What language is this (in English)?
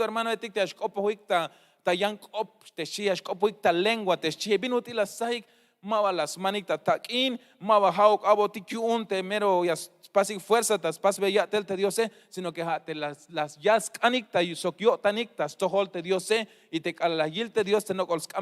Tzeltal